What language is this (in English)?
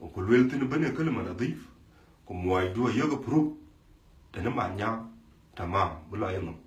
Dinka